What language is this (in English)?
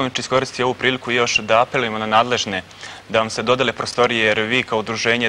Serbian